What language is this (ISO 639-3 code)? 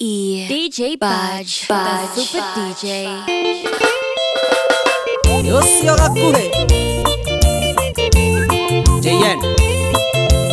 kik